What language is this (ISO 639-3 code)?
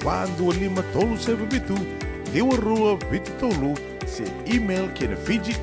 fij